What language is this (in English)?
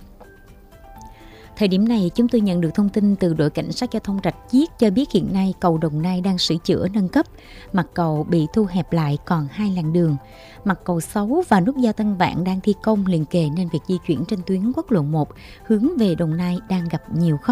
Vietnamese